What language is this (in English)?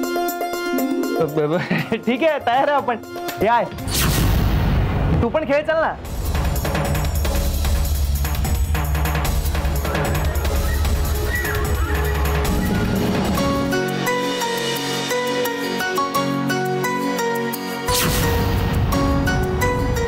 Marathi